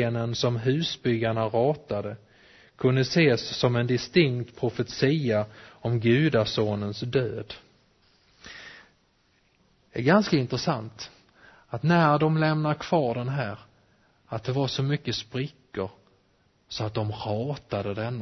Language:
Swedish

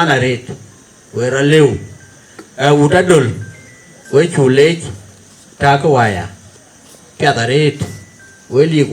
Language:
Dinka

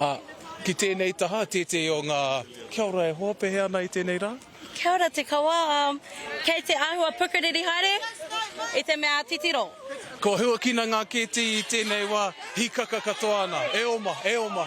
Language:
Māori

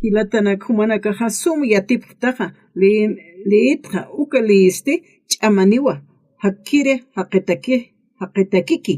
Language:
Aymara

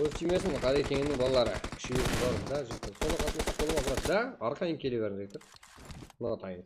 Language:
Kara-Kalpak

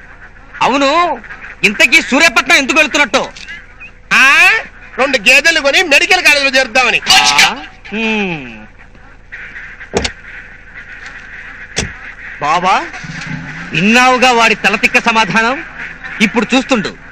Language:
Telugu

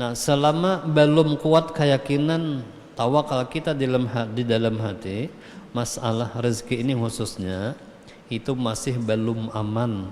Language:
Banjar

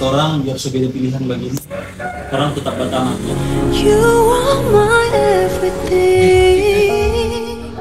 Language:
Manado Malay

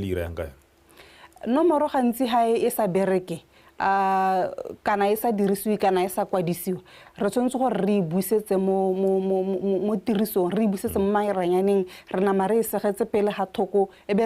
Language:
Tswana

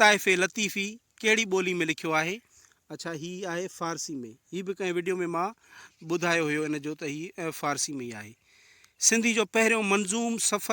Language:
Sindhi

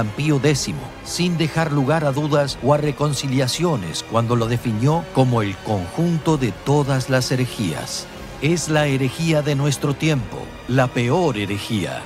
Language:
Spanish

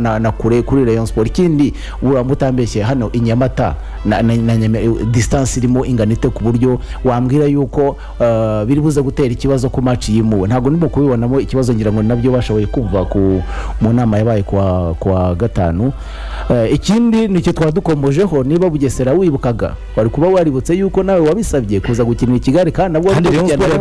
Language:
Kinyarwanda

